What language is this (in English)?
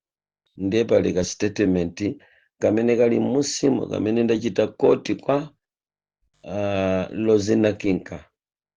Nyanja